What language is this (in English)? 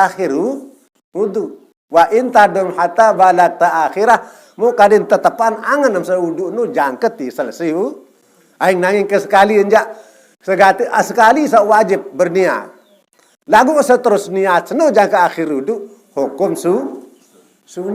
Sasak